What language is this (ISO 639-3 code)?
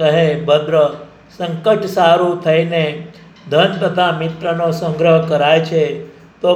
guj